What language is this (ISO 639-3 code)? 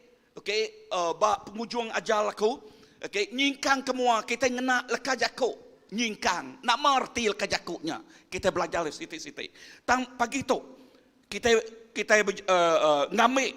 iba